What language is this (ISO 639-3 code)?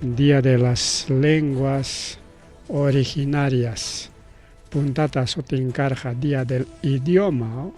quy